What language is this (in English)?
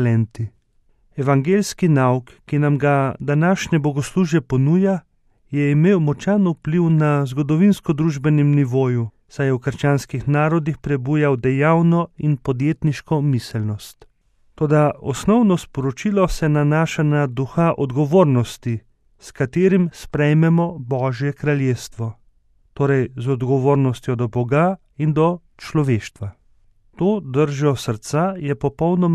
Slovenian